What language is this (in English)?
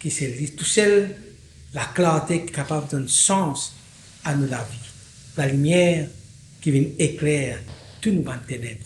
Morisyen